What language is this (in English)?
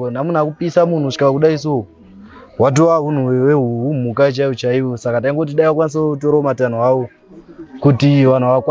Shona